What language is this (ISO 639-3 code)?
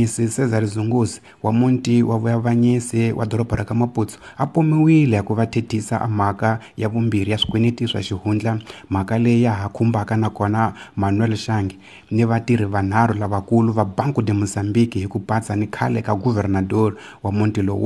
tso